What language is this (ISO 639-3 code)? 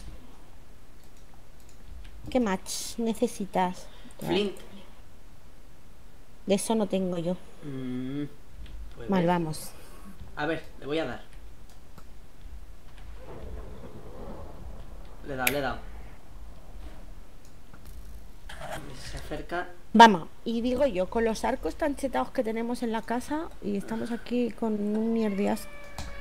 spa